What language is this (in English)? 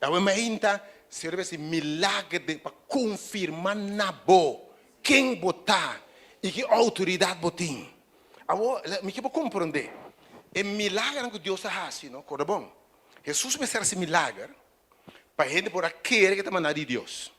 Papiamento